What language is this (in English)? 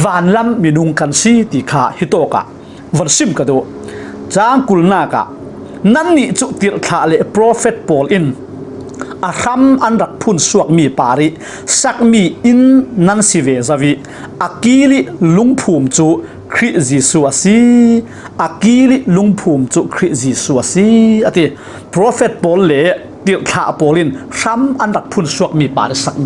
Falam Chin